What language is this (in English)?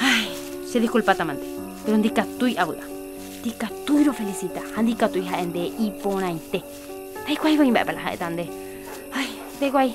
Guarani